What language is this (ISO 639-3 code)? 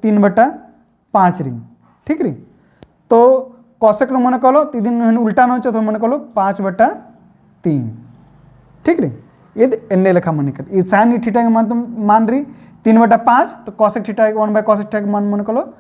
kru